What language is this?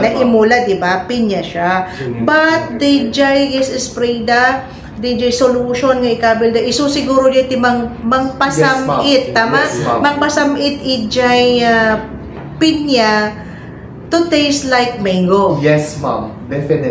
Iloko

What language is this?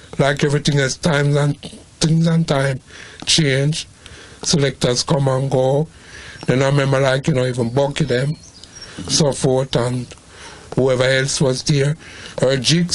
Jamaican Creole English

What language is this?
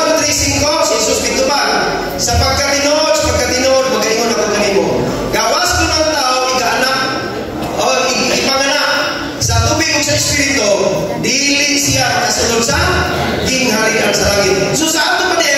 Cebuano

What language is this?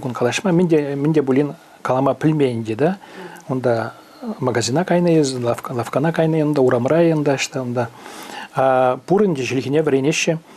Chuvash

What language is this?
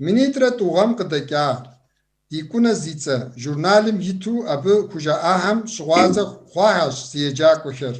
Kabardian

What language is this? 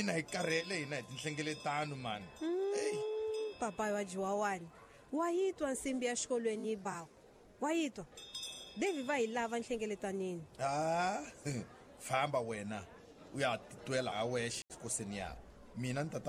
Tsonga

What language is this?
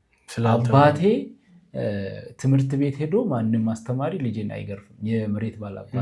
Amharic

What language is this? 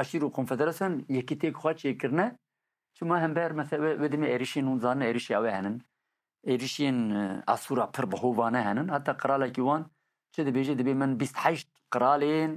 Kurdish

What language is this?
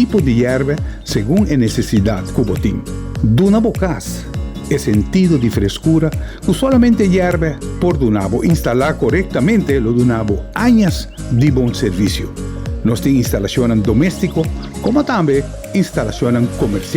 Papiamento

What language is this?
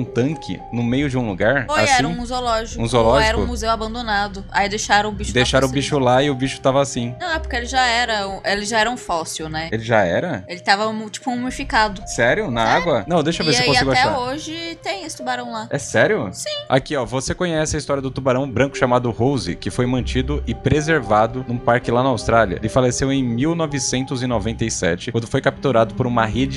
Portuguese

